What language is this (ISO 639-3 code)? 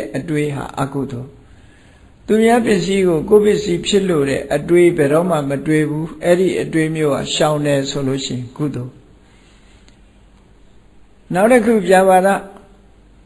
mya